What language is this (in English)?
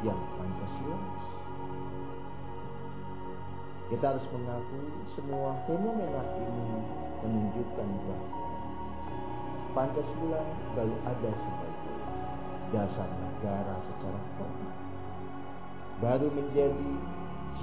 Indonesian